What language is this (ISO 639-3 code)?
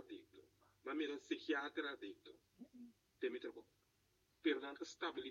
pap